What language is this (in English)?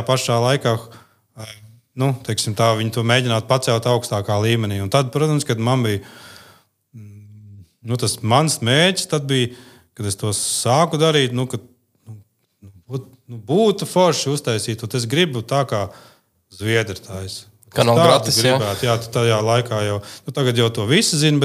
Latvian